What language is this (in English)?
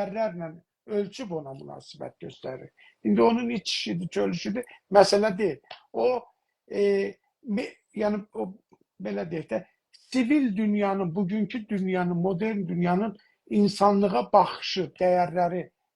South Azerbaijani